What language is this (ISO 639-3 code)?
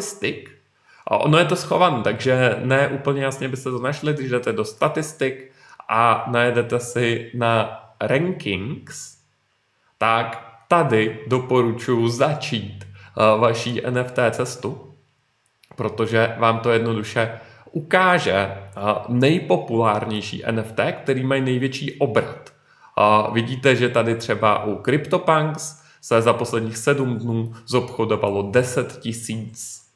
ces